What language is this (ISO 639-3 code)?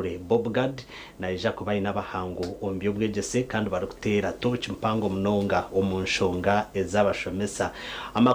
nyn